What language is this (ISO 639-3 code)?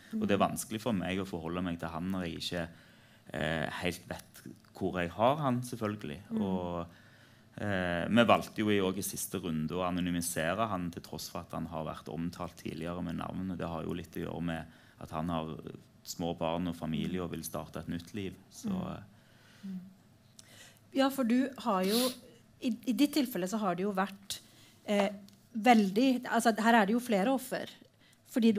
nor